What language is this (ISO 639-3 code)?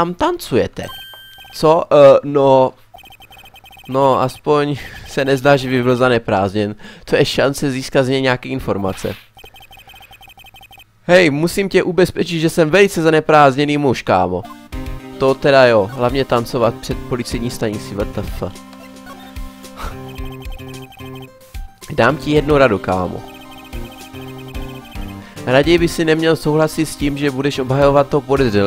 ces